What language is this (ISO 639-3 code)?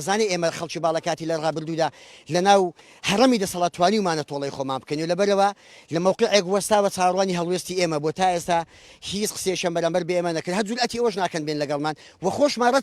ckb